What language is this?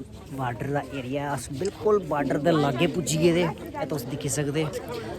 Dogri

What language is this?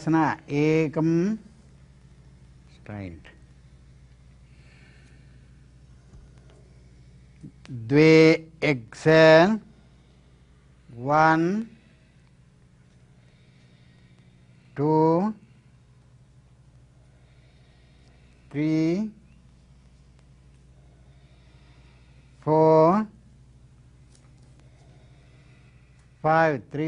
English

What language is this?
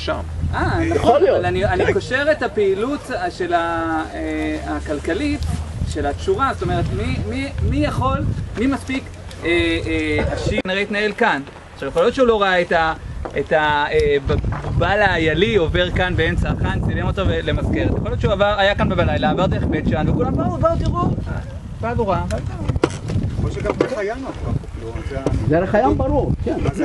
Hebrew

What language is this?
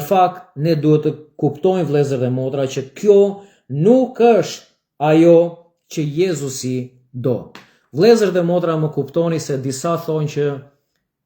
Albanian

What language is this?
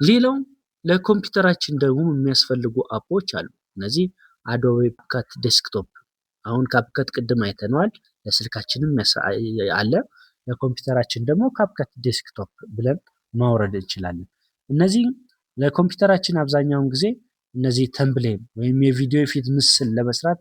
Amharic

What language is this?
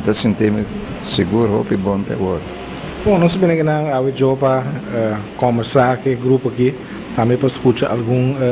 Papiamento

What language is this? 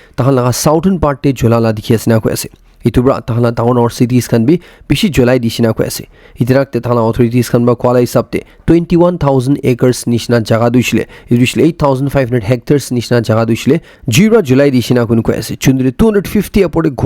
Naga Pidgin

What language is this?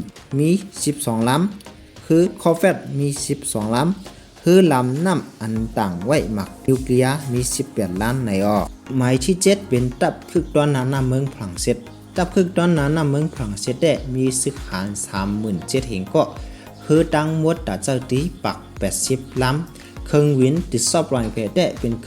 Shan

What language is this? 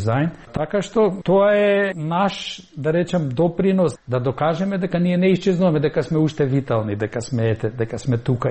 Macedonian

